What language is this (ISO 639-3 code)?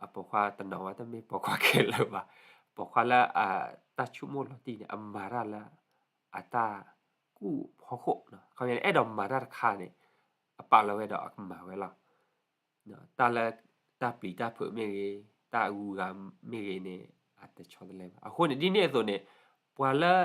ksw